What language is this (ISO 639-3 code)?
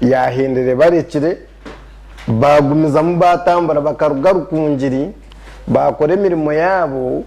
nyn